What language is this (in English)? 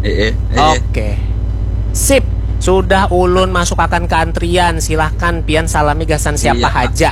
Banjar